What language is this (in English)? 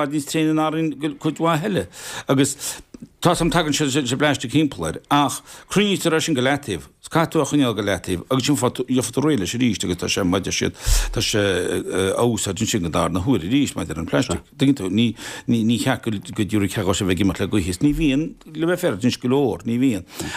Irish